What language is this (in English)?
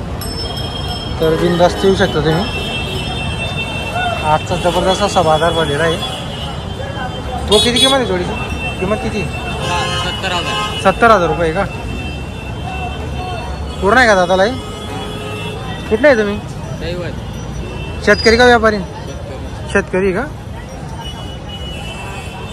Marathi